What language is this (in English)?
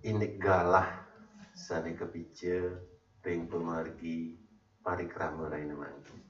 Balinese